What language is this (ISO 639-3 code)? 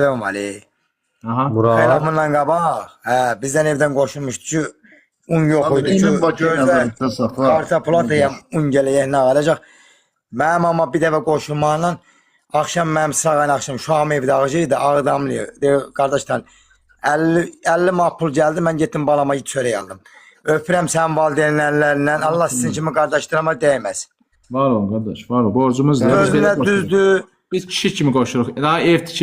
aze